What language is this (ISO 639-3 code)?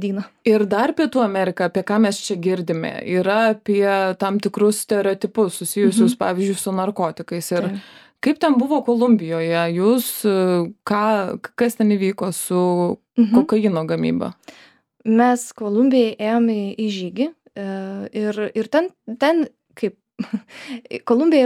lit